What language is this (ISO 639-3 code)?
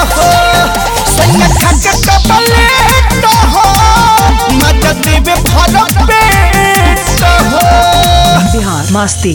bho